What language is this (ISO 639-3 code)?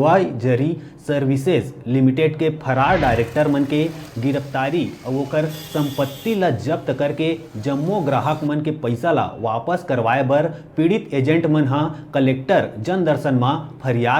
hne